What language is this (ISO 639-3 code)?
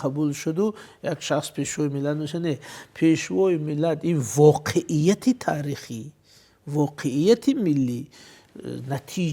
tgk